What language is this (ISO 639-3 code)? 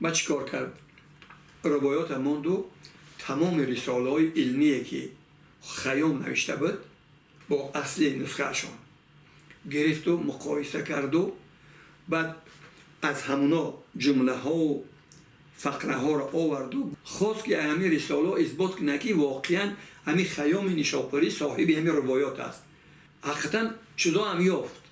tgk